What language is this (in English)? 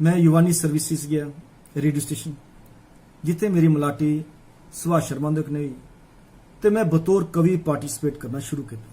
Dogri